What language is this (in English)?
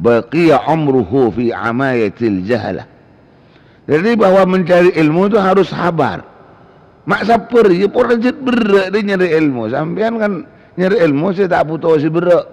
Madurese